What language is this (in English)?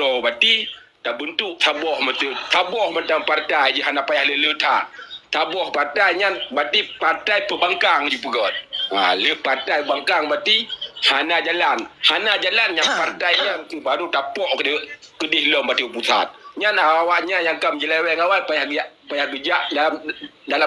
Achinese